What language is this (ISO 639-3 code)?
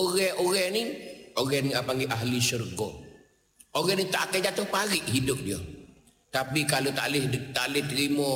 msa